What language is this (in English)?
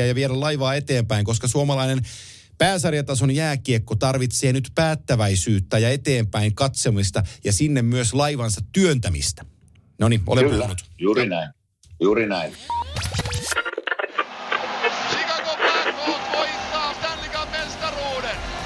Finnish